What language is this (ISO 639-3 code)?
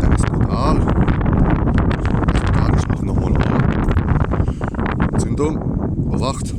pfl